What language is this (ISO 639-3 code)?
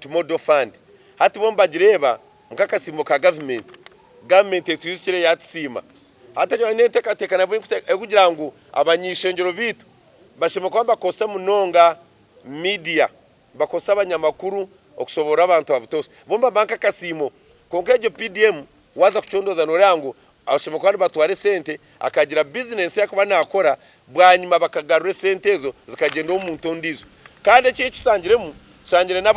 nyn